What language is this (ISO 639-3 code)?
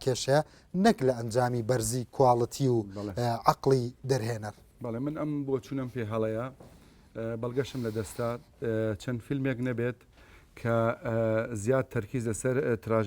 ckb